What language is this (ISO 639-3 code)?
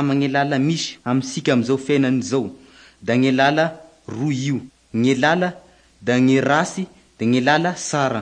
mlg